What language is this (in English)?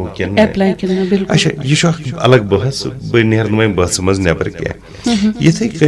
Kashmiri